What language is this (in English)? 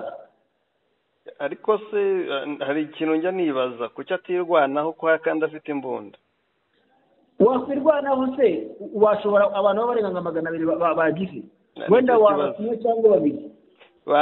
Kinyarwanda